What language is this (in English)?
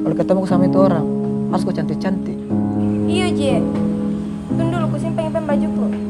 Makassar Malay